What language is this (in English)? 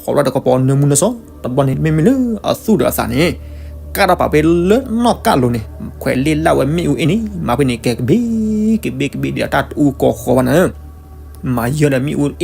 S'gaw Karen